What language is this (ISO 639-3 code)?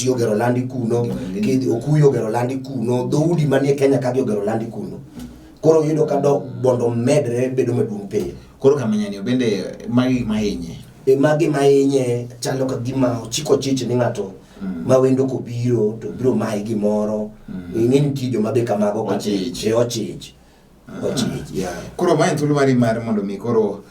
luo